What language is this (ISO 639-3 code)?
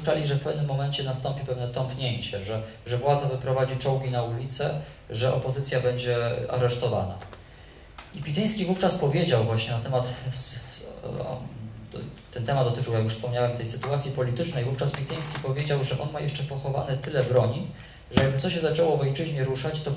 pol